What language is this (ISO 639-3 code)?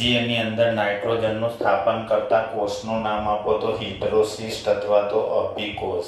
guj